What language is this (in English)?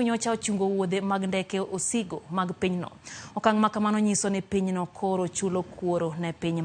Luo (Kenya and Tanzania)